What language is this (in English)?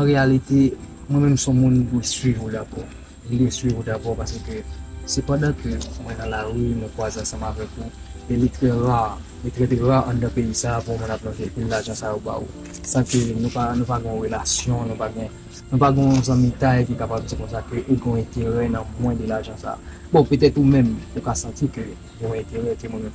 Haitian Creole